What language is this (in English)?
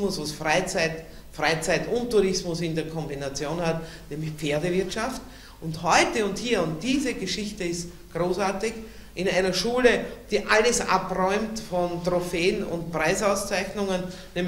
German